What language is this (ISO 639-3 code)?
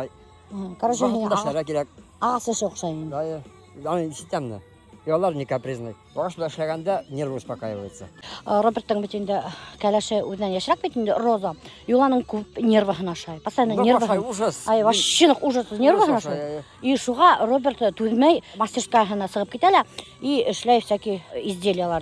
bak